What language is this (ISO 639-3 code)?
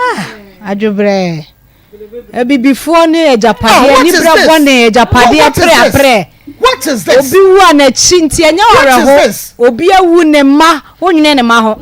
aka